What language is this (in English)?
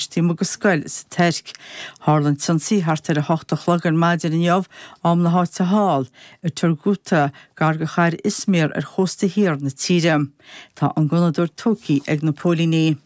Irish